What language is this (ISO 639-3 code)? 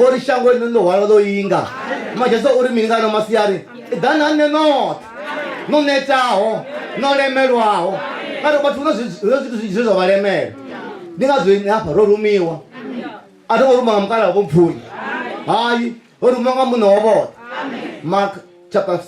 ven